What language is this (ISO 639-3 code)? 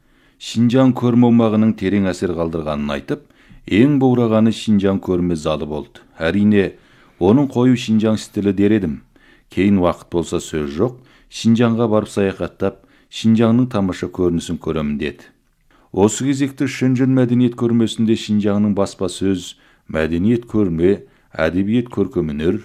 kaz